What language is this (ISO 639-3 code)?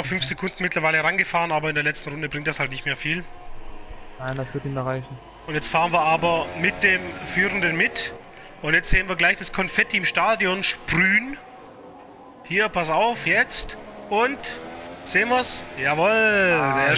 deu